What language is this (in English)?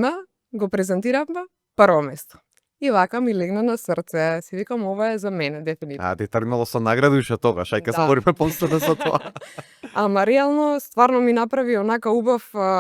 Macedonian